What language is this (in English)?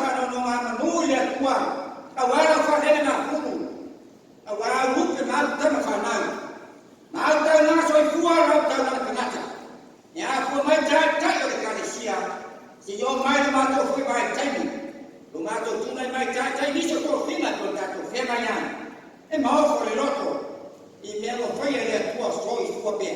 Samoan